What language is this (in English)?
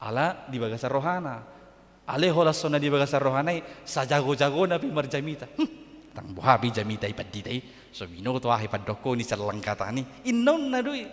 Batak Toba